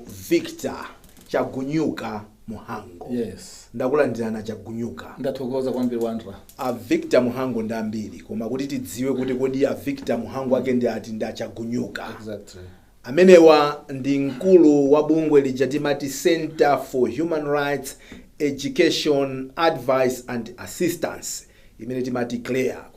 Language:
Nyanja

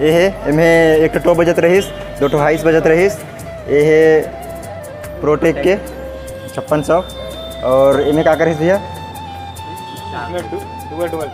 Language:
Chhattisgarhi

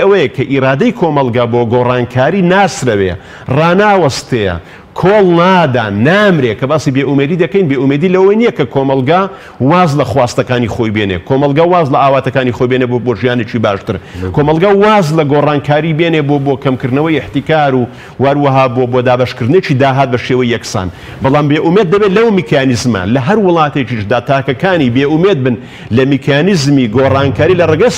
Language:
Central Kurdish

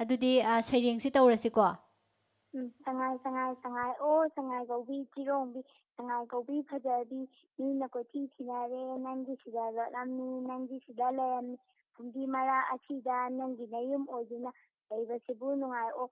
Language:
Manipuri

